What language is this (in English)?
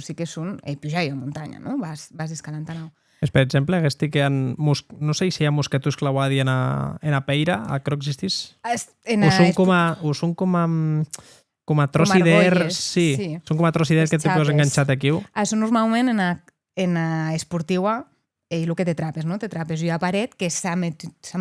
Occitan